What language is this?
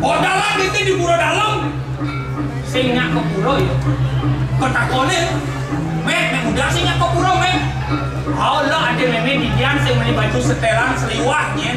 Balinese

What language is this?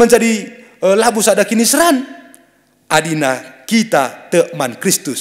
Batak Karo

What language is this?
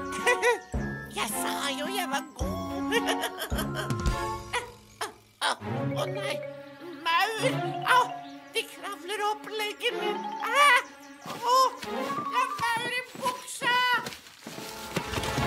Norwegian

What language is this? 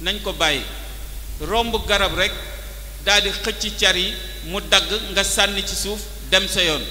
Wolof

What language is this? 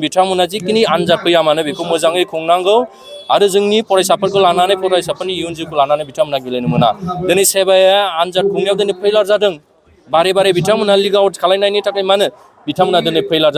Bodo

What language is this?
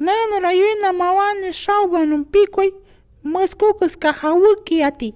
Shipibo-Conibo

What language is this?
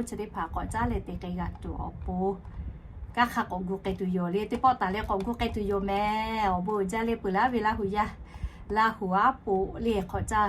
Lahu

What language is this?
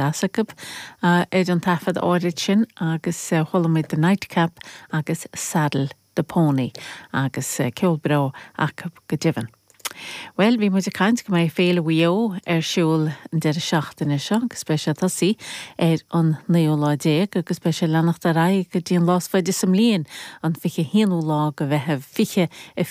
Irish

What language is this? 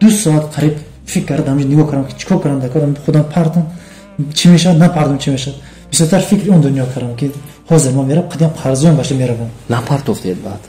Tajik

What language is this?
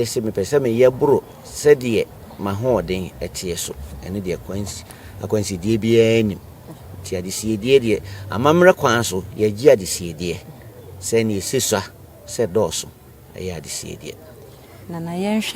Akan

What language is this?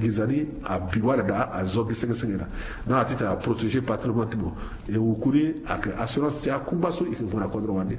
Sango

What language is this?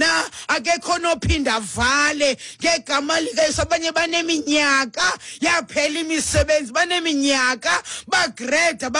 Xhosa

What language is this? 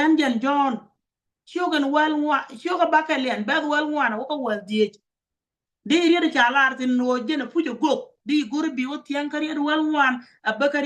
Nuer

